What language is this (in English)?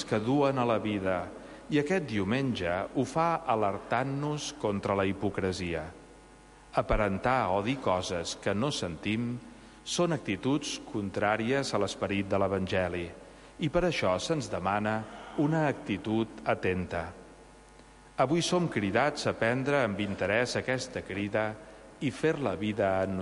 Catalan